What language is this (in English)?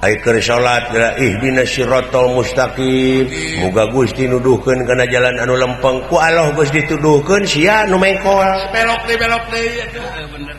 Sundanese